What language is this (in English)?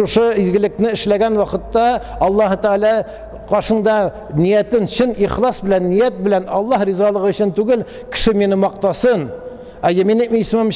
Tatar